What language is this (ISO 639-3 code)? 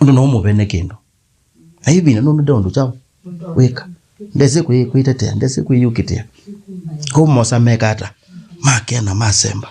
kam